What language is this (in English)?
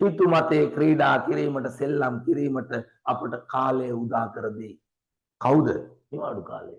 Sinhala